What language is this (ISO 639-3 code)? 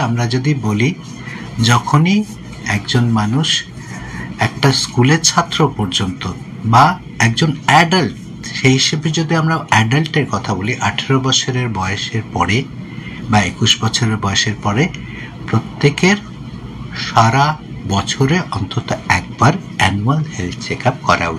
ben